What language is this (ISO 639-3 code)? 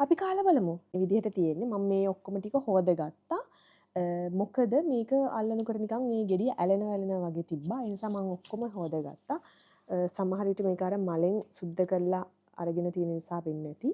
sin